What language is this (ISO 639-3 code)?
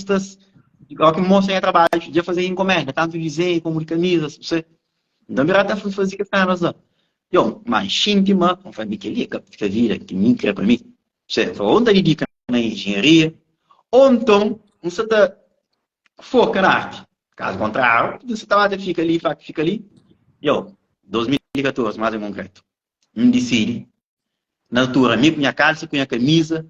kea